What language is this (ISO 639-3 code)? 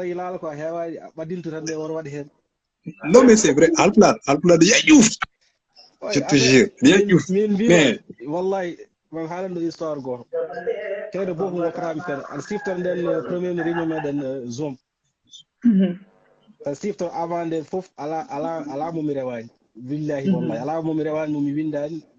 ful